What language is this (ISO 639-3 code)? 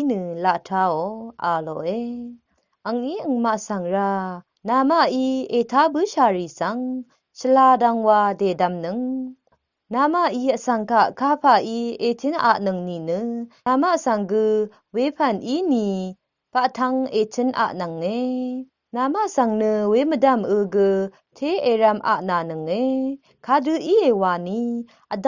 raw